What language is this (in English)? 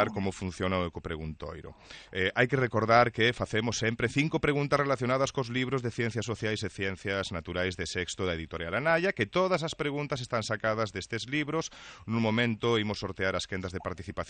Galician